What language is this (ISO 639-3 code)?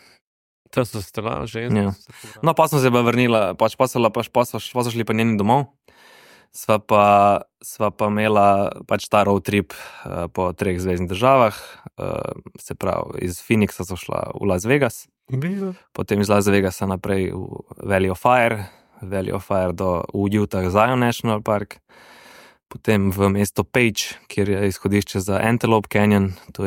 slv